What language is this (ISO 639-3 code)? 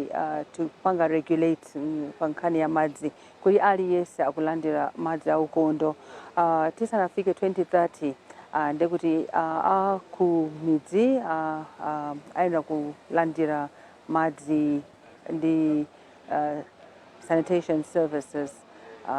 nya